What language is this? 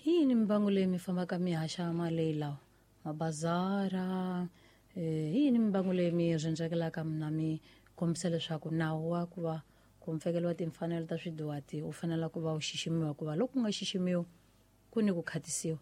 Tsonga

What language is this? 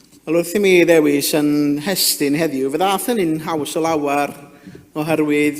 Welsh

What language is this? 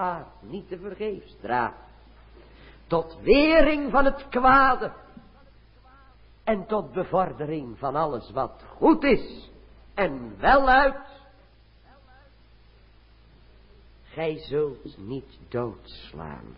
Dutch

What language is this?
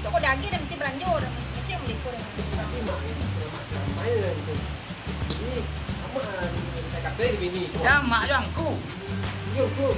Minangkabau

